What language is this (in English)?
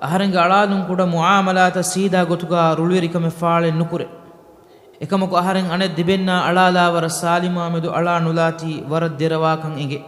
Divehi